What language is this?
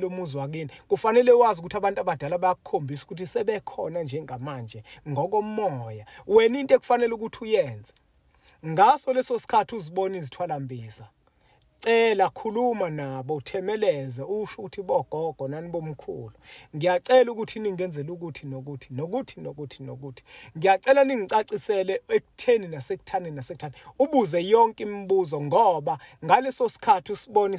Zulu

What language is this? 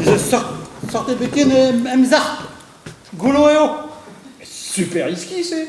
Breton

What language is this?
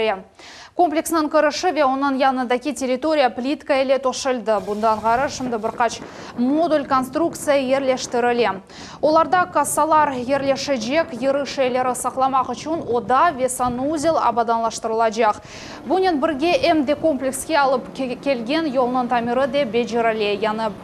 Crimean Tatar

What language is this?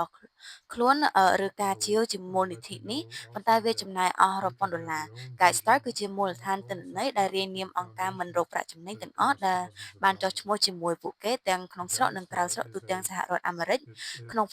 Khmer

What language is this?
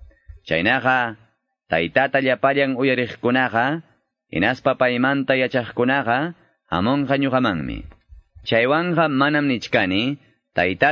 Quechua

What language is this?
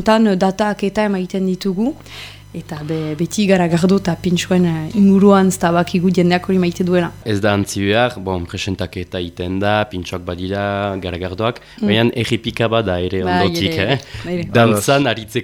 Basque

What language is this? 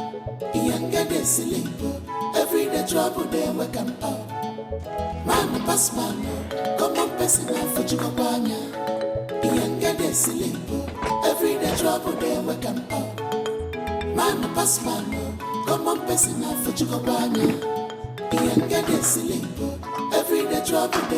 Nigerian Pidgin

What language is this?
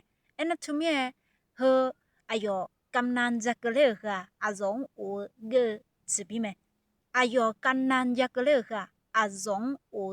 Akha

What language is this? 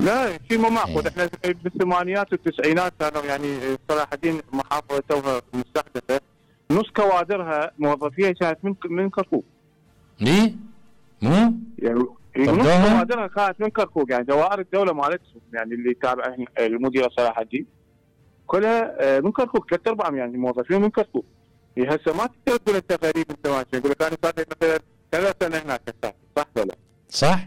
Mesopotamian Arabic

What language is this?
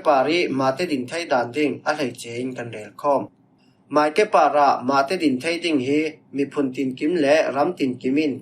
Falam Chin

